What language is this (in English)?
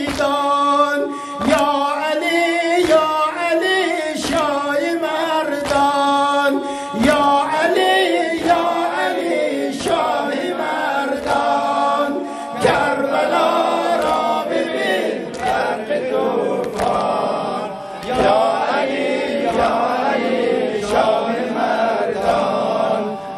Persian